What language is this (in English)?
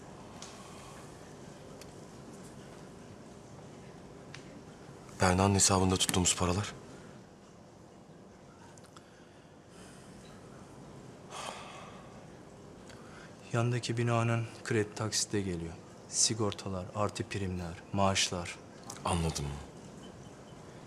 Turkish